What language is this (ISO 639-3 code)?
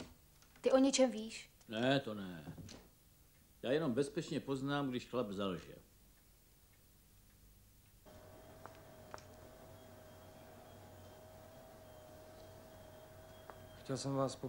ces